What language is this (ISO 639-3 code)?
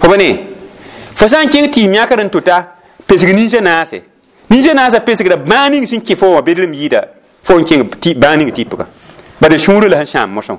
mos